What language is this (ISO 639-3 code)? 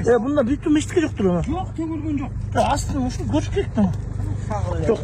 kir